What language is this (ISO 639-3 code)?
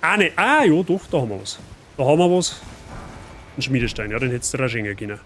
bar